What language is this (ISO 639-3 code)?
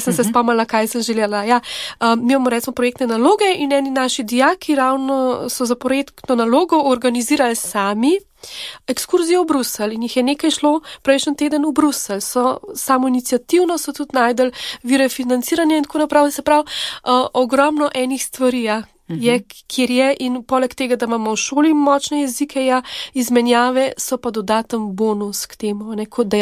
slv